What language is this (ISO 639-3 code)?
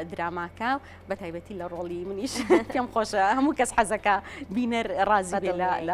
ckb